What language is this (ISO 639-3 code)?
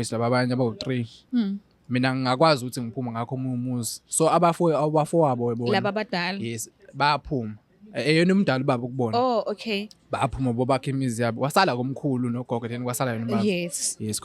zul